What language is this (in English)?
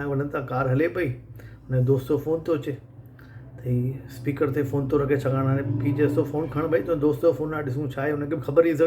Sindhi